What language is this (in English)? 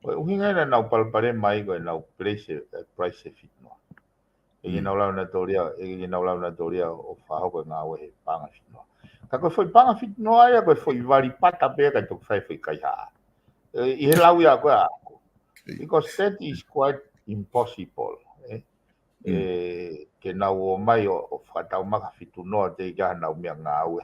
Tongan